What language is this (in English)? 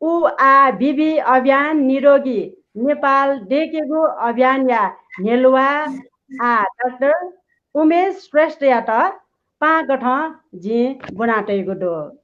Newari